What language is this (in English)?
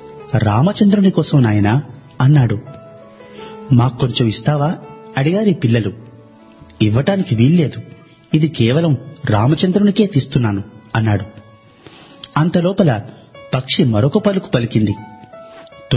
Telugu